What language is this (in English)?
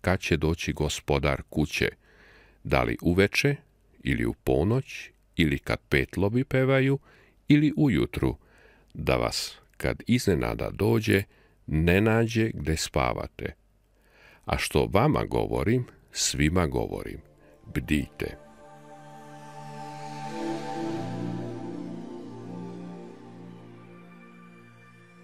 Serbian